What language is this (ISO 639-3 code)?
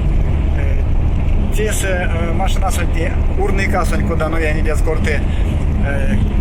myv